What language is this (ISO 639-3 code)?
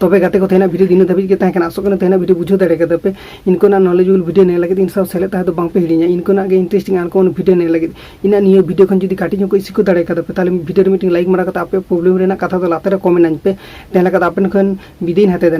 sat